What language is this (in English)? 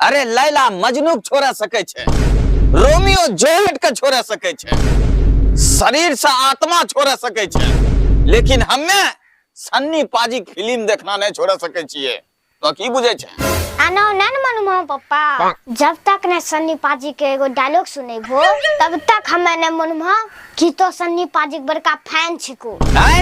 Angika